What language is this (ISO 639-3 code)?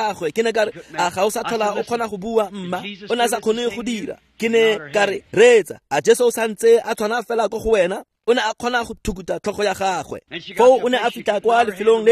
tsn